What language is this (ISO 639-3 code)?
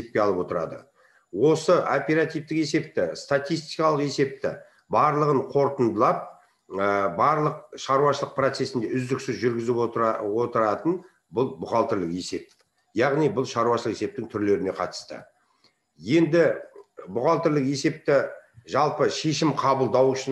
kaz